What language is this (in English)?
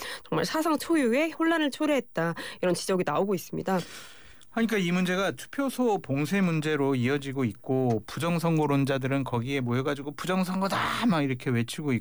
Korean